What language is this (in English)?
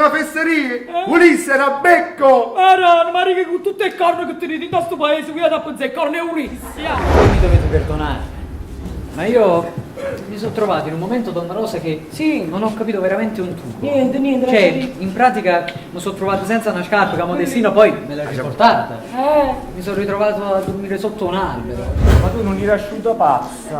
Neapolitan